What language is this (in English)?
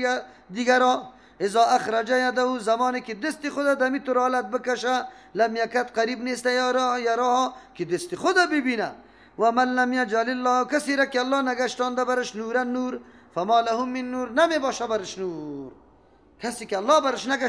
Persian